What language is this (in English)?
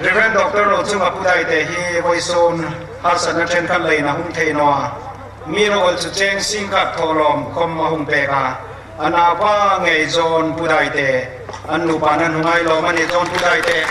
Hmar